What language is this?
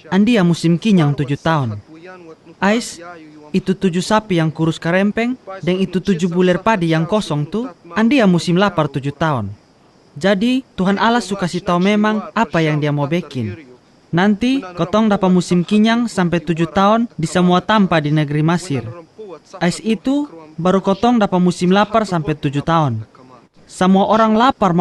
Kupang Malay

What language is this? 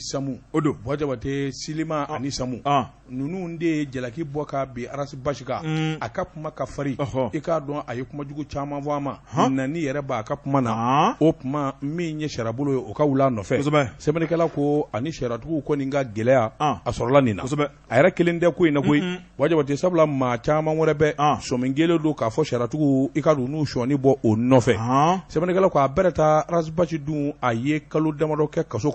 Bambara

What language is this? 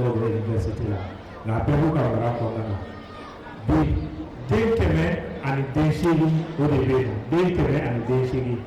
Bambara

